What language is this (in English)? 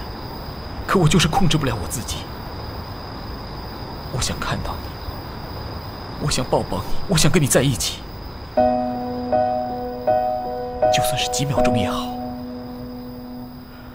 Chinese